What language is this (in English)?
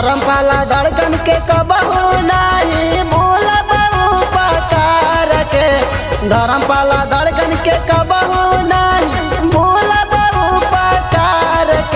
Bhojpuri